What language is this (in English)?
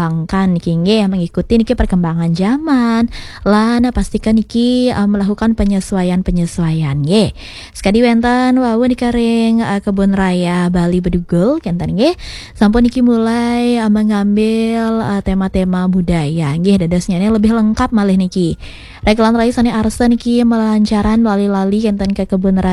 Balinese